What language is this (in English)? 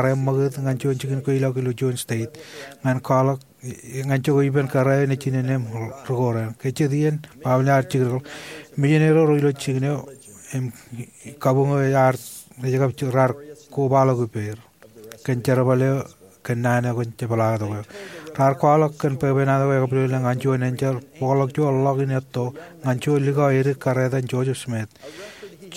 Marshallese